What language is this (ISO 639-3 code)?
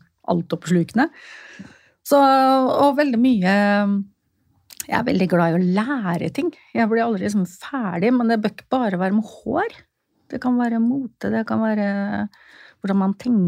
nor